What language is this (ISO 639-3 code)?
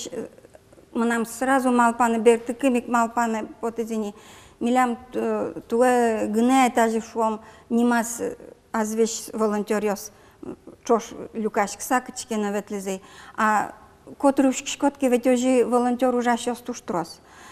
udm